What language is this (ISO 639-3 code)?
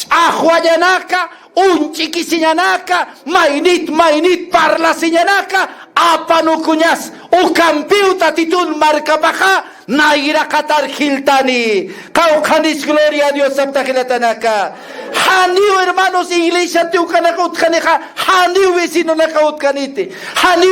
aym